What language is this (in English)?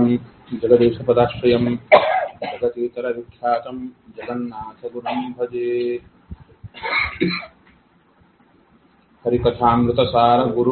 Kannada